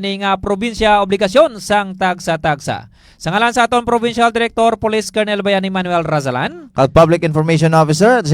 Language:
Hiligaynon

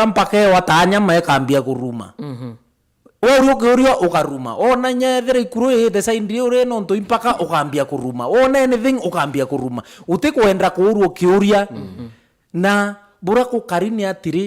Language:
Meru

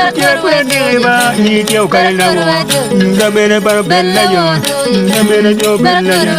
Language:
Acoli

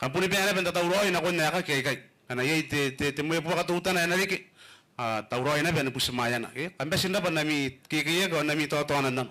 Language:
Gilbertese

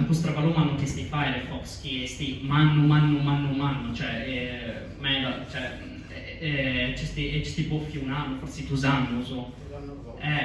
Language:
Sardinian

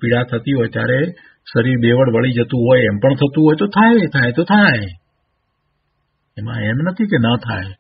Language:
Gujarati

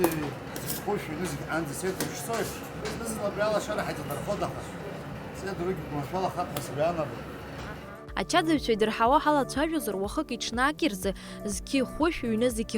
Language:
Abkhazian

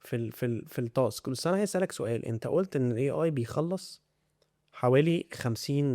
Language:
Egyptian Arabic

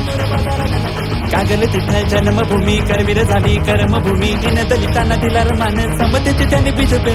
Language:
Marathi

